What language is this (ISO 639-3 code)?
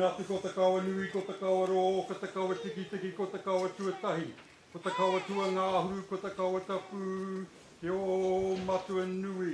mri